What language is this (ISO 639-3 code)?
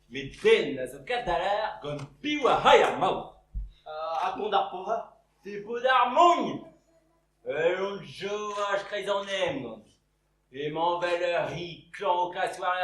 bre